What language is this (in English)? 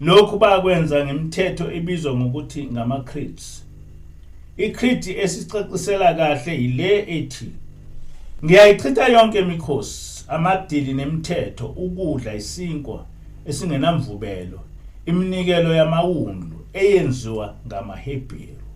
Zulu